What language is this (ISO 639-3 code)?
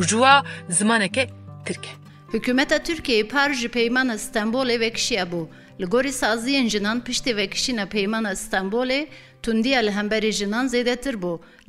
kur